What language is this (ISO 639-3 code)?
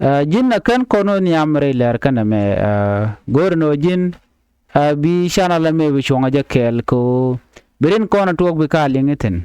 nus